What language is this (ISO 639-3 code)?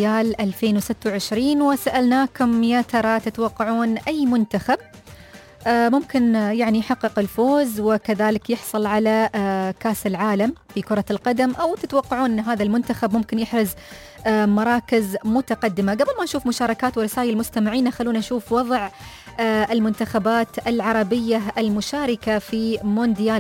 ara